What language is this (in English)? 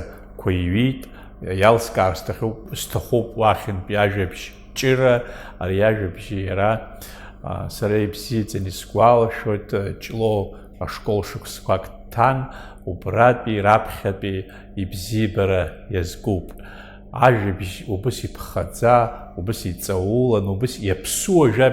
Abkhazian